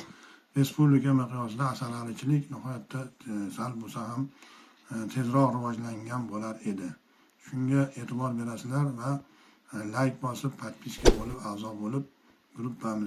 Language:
Uzbek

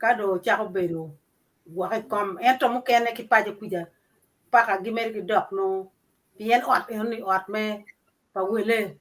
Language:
Acoli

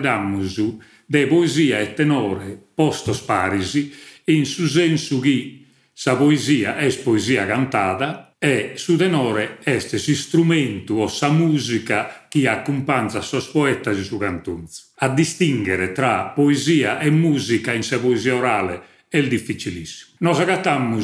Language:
Sardinian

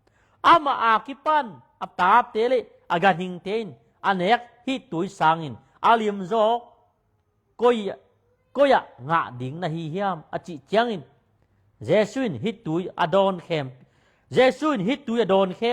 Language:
Tedim Chin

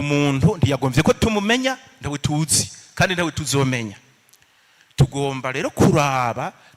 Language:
Rundi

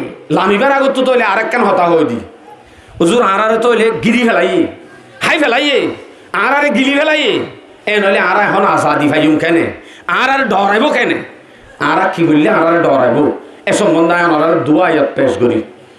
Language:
Rohingya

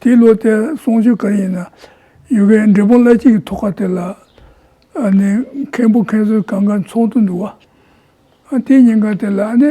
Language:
Tibetan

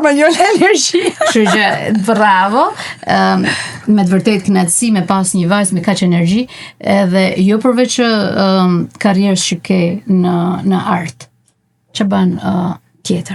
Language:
Albanian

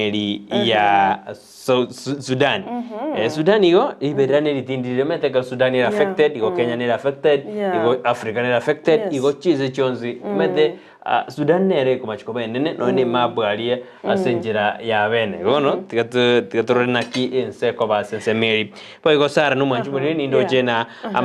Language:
Gusii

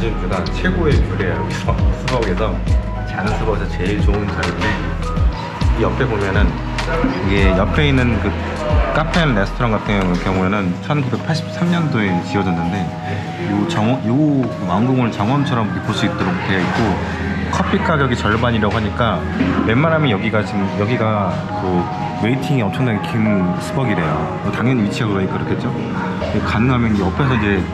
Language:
Korean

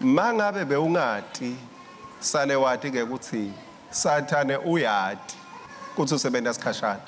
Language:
Swati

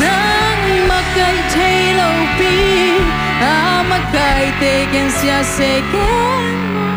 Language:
Tedim Chin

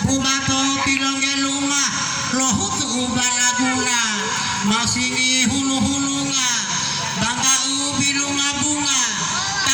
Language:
Gorontalo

